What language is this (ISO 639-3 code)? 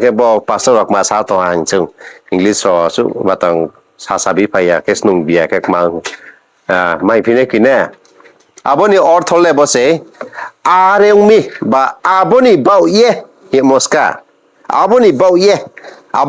ria